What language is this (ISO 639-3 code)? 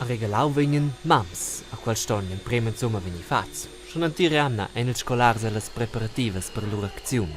roh